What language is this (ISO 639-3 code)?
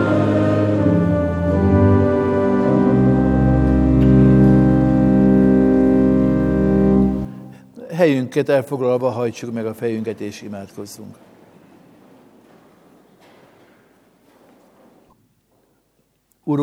hun